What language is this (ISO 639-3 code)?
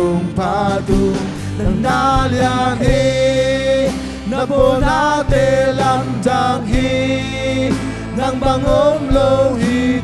ctd